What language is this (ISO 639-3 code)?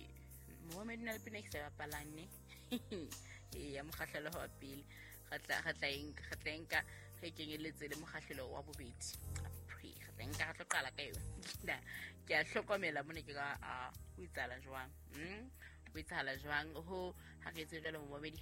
sot